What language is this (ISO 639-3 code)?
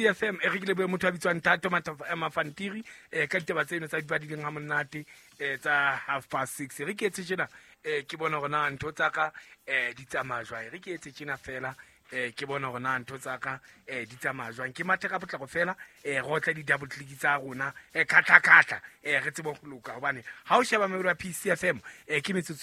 sot